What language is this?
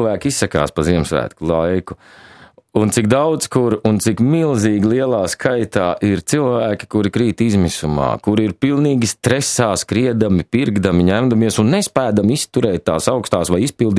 Latvian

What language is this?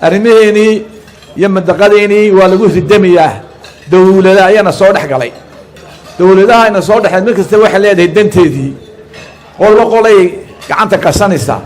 Somali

